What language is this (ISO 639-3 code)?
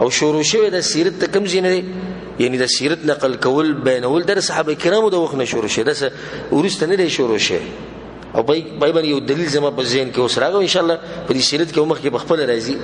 pus